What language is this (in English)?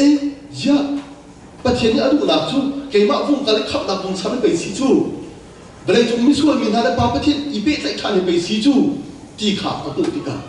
Hakha Chin